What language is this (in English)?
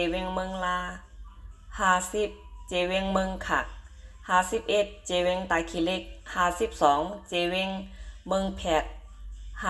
Shan